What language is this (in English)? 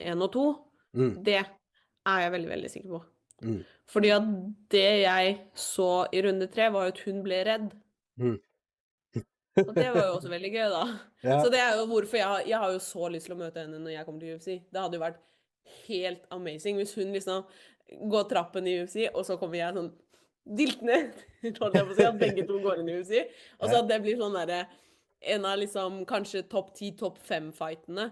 Norwegian